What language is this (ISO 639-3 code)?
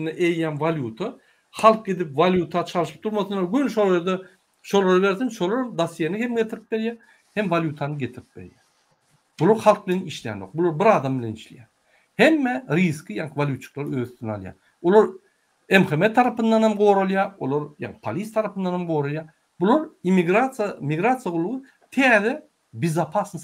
tuk